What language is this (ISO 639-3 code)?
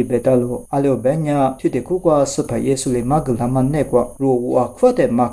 lis